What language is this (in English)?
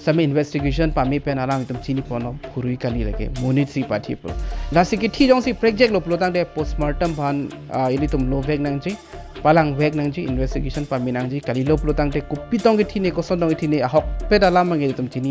Karbi